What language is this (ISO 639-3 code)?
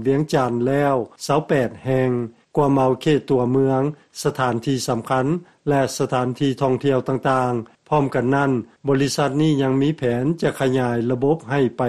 lao